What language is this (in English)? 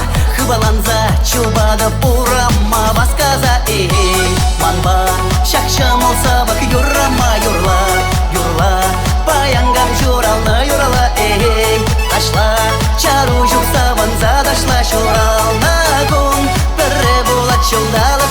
Chuvash